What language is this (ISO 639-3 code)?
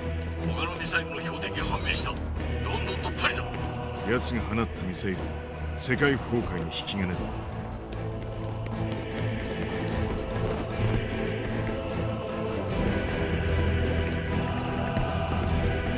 jpn